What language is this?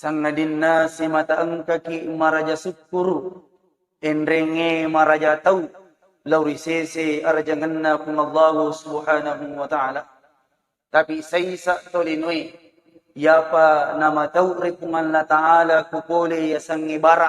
Buginese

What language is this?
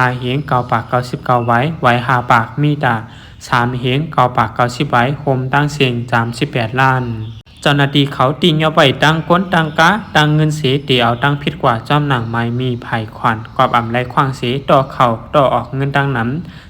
Shan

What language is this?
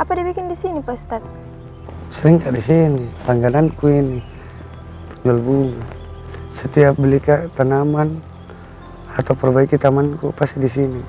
Makassar Malay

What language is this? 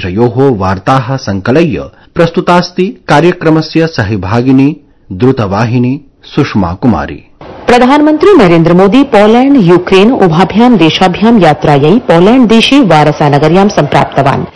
Sanskrit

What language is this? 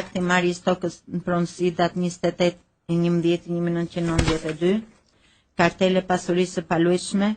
Albanian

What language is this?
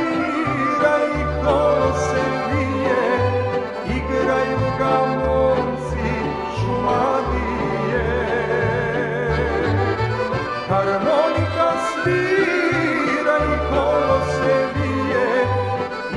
Serbian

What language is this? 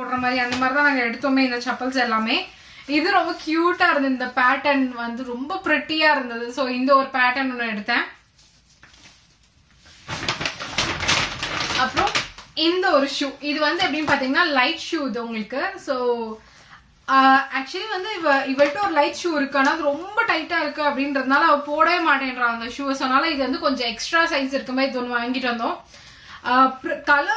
Tamil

